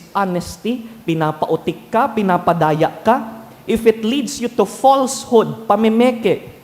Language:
Bikol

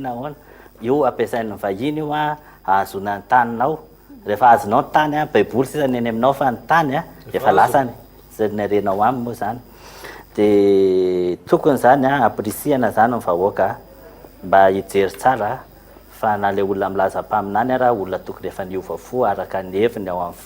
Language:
Malagasy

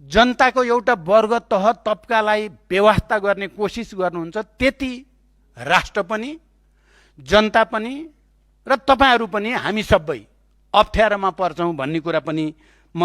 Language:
Nepali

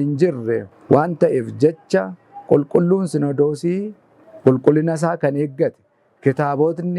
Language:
Oromo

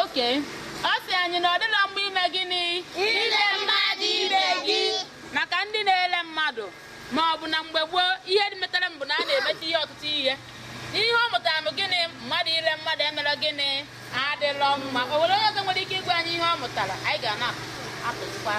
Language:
Igbo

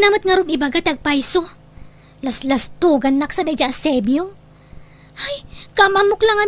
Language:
Iloko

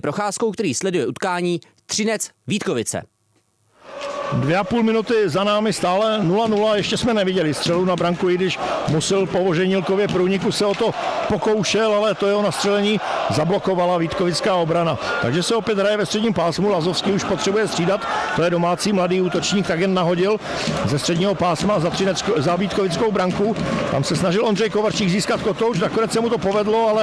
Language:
Czech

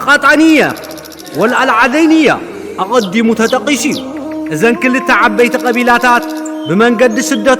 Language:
Tigrinya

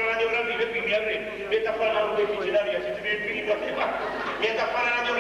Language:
Neapolitan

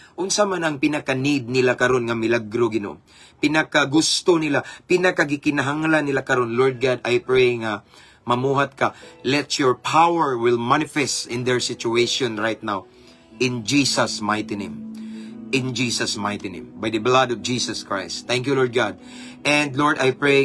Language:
Cebuano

